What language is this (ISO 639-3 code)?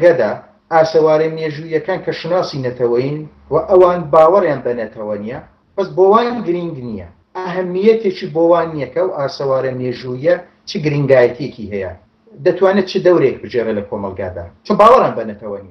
ckb